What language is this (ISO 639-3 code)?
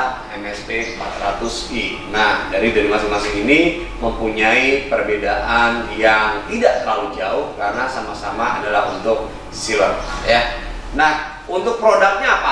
ind